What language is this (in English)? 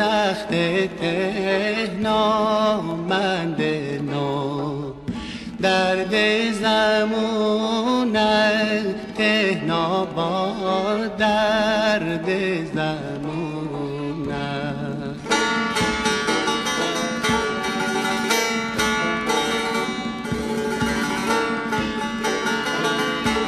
Persian